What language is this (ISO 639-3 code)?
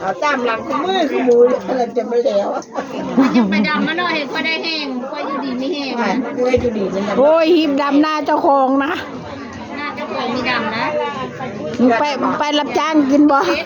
tts